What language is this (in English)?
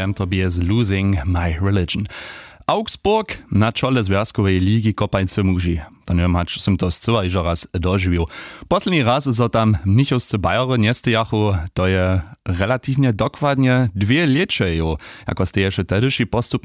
Upper Sorbian